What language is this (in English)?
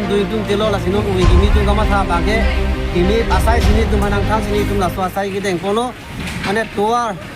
Karbi